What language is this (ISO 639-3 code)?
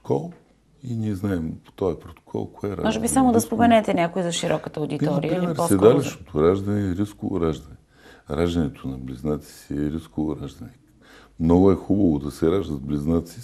bul